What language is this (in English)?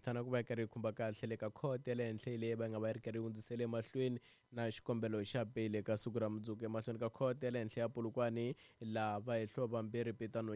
Tsonga